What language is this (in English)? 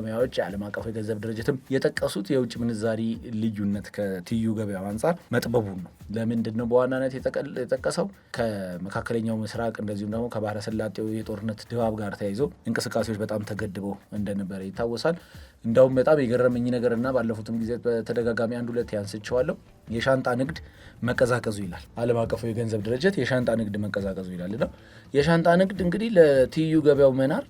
Amharic